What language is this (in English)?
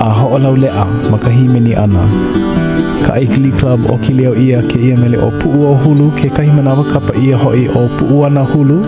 Hawaiian